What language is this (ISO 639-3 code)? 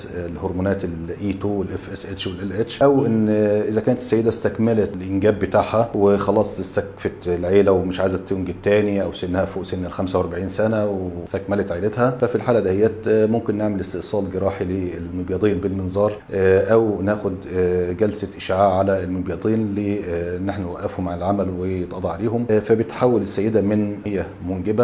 arz